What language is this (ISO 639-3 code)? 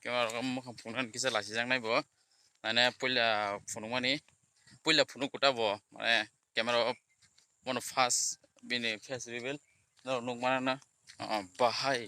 trp